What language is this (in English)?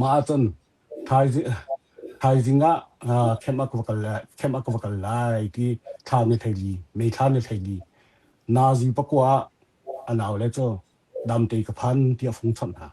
Hakha Chin